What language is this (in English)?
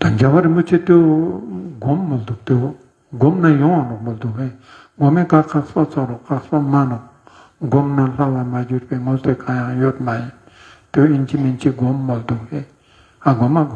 Ladakhi